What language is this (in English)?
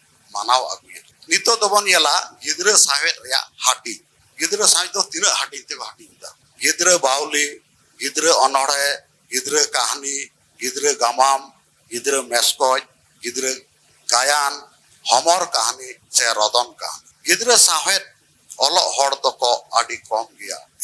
Santali